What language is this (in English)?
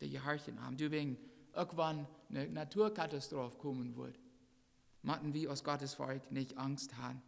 Plautdietsch